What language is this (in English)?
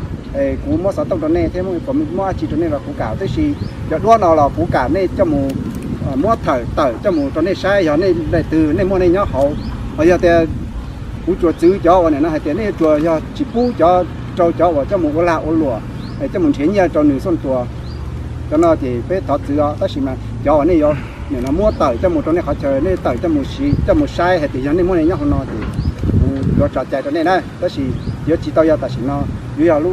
Hmong